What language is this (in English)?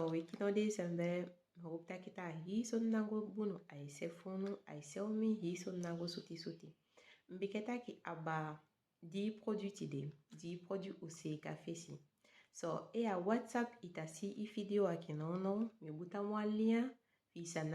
Saramaccan